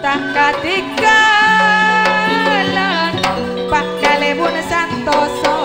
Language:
Madurese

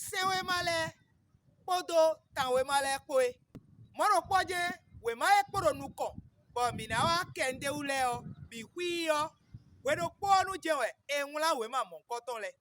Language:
Fon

